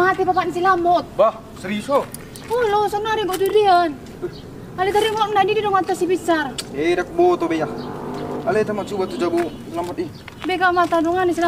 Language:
Batak Toba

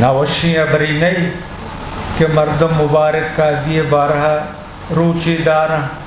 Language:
Eastern Balochi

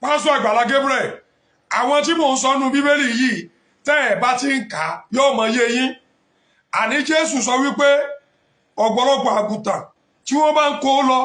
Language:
Yoruba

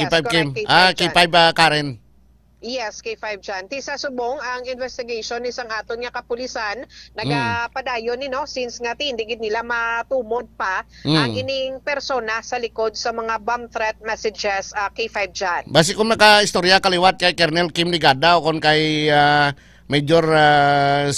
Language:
Hiligaynon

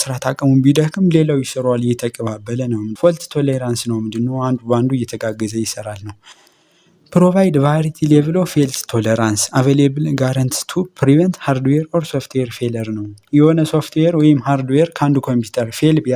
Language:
Amharic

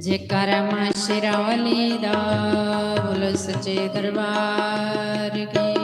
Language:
Dogri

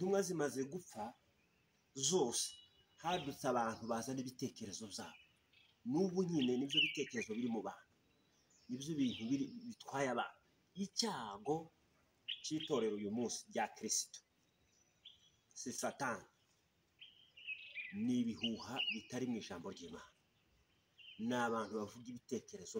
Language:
Kinyarwanda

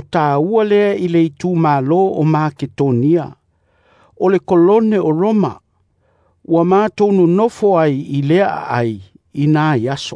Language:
Samoan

